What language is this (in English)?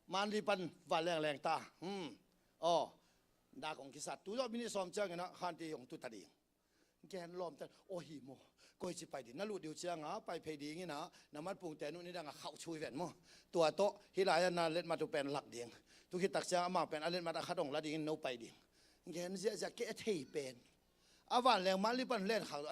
Tedim Chin